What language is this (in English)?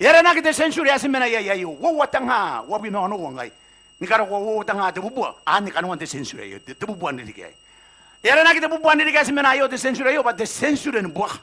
Gilbertese